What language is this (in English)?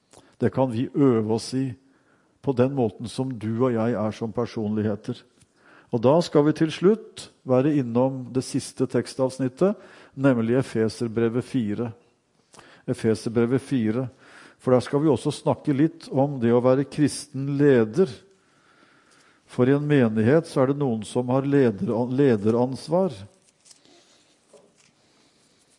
Norwegian